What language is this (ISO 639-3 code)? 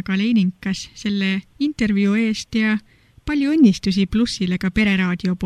est